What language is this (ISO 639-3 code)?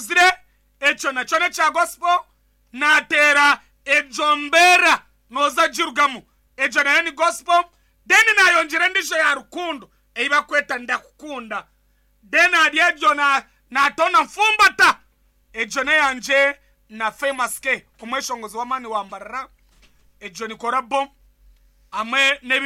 nyn